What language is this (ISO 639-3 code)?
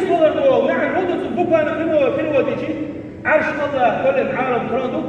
che